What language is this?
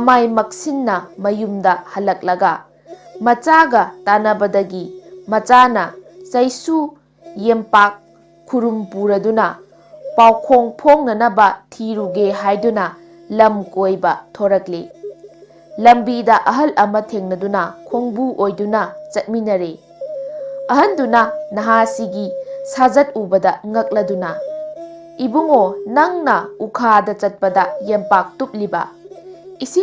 Manipuri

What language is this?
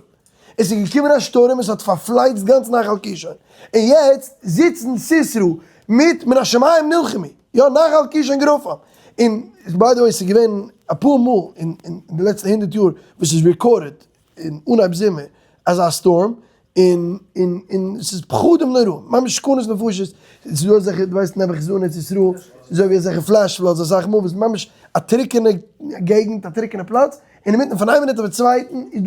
Yiddish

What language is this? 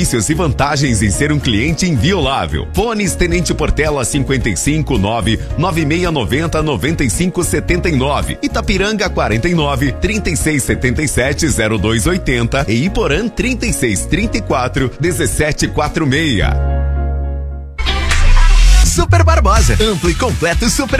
Portuguese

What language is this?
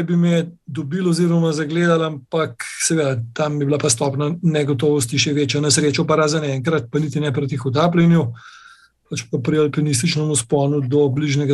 Slovenian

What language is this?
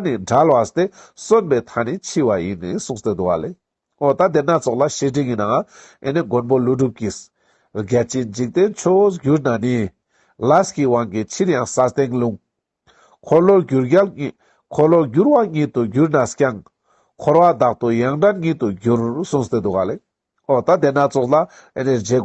Ladakhi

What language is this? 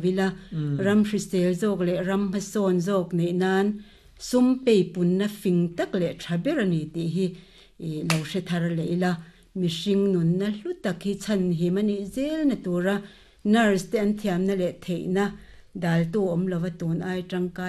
Mizo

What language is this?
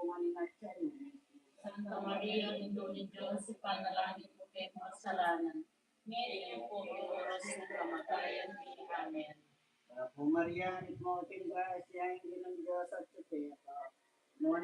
Pampanga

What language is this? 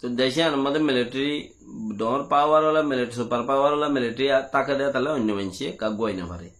Rohingya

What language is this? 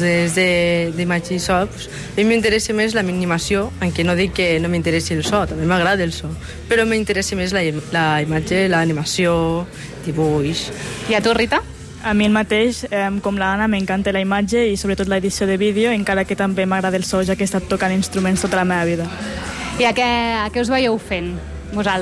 Catalan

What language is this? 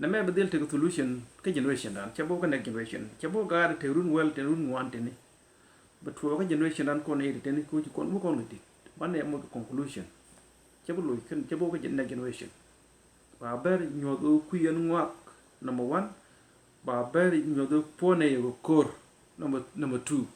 Nuer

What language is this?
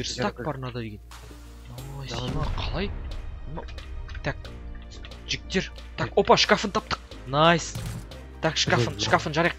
Kazakh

